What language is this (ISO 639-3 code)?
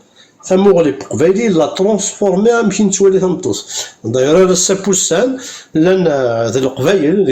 kab